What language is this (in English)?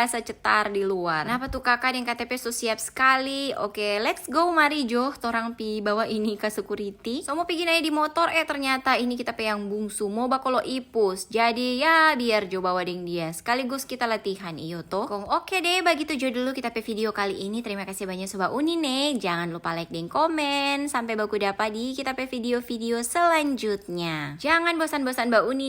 Manado Malay